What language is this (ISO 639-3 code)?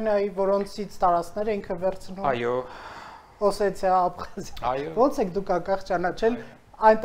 hye